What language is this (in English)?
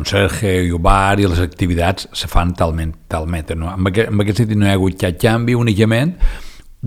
Catalan